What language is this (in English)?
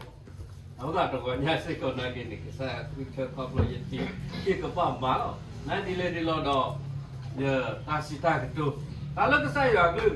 S'gaw Karen